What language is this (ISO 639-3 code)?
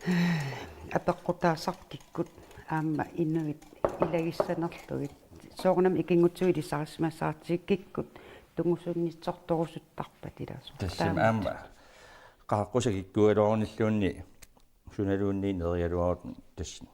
kal